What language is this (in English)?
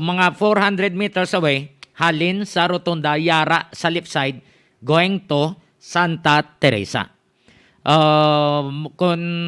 Hiligaynon